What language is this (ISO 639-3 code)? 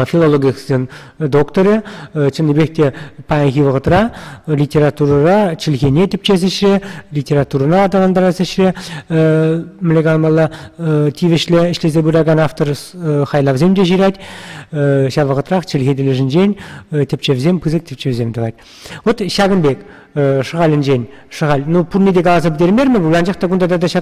chv